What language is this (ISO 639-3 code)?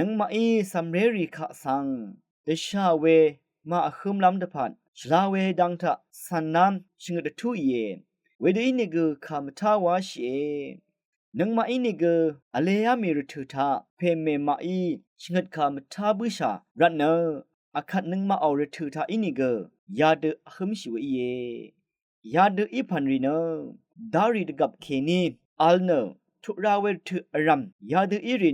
raw